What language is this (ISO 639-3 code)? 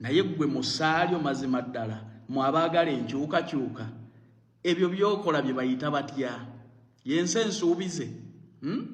lug